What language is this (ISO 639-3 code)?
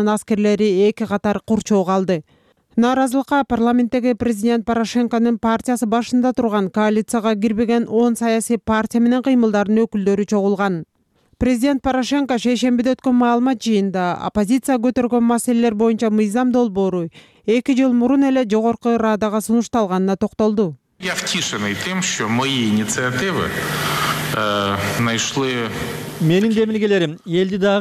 kir